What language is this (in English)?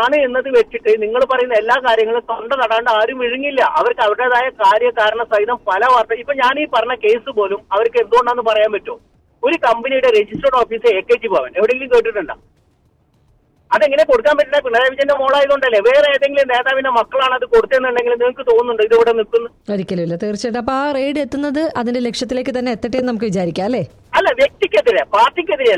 Malayalam